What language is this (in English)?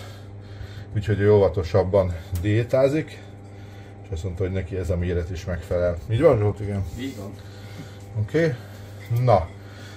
Hungarian